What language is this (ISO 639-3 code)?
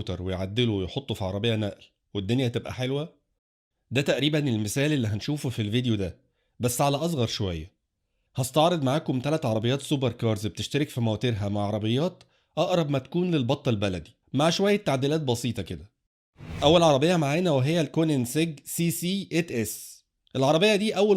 arz